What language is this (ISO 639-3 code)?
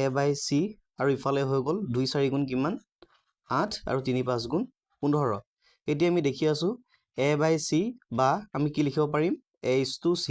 asm